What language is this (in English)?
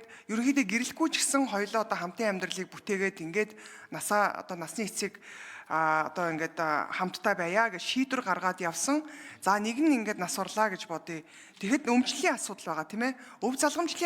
Mongolian